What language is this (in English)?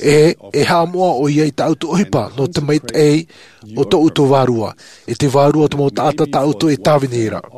Tahitian